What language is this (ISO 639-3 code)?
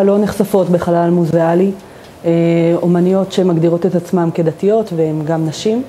heb